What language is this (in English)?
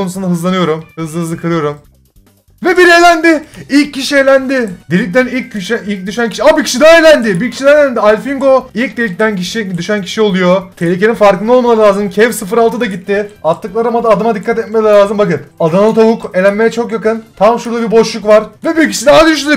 Turkish